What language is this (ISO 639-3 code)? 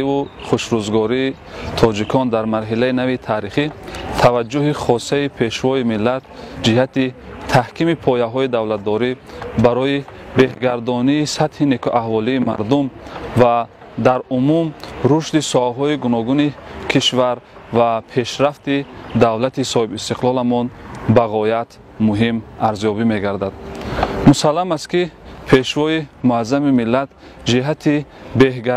tgk